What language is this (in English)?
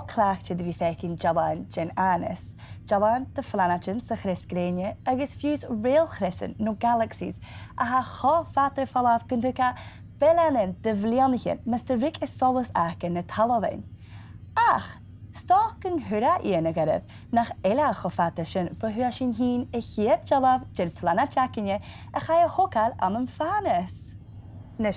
Scottish Gaelic